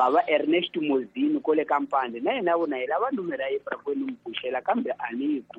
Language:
Tsonga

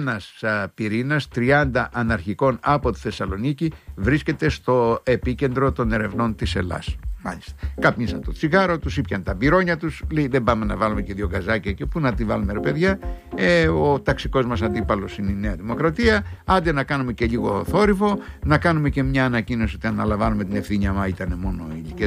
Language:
Greek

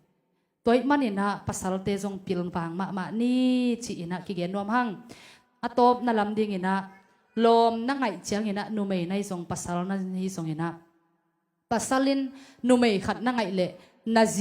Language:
Tedim Chin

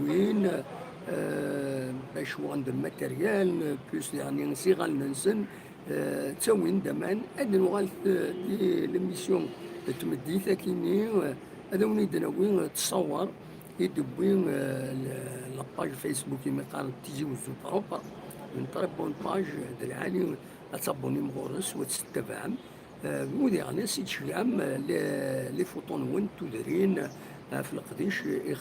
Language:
Kabyle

